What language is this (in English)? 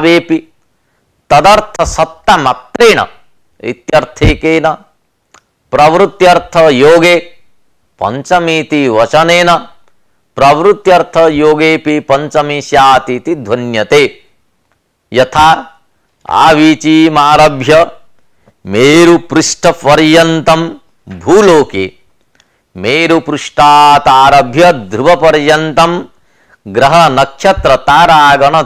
Sanskrit